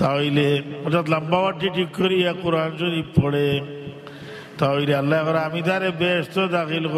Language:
Sylheti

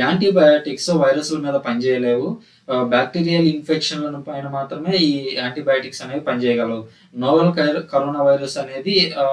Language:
Telugu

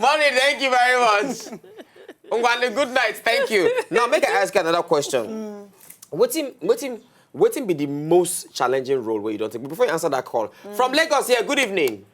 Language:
Nigerian Pidgin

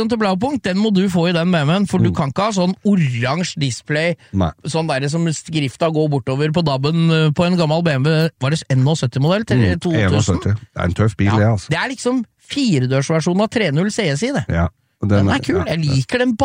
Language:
Norwegian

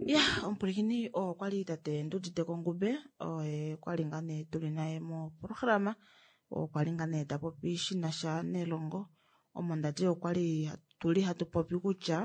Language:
Kuanyama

